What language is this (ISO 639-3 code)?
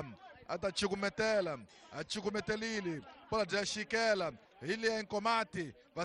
tso